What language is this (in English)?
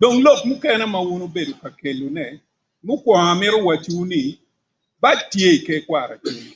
Acoli